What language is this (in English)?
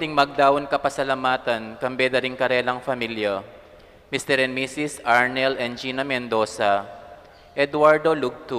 Pampanga